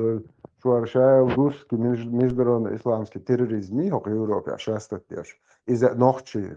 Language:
Chechen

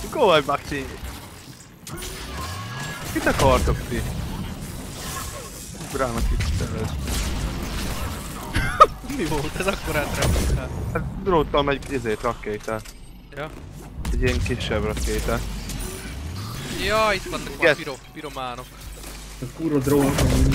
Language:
Hungarian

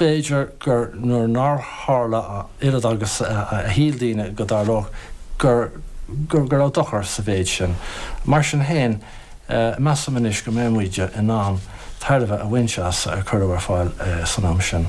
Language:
Irish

